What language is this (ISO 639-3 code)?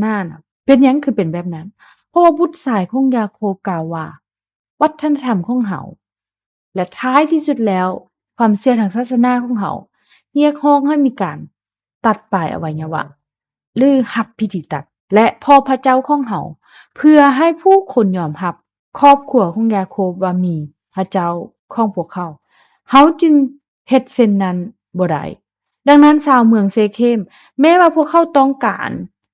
lao